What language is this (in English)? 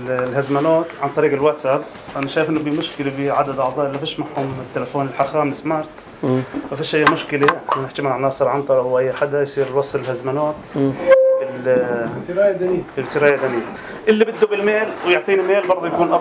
North Levantine Arabic